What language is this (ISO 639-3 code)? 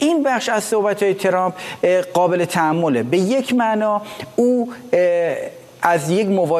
fas